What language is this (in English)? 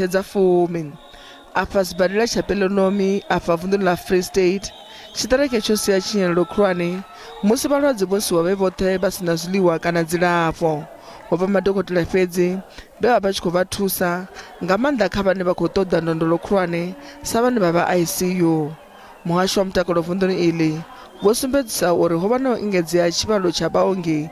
Venda